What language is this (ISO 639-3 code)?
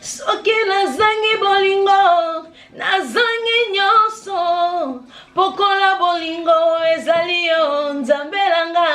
lin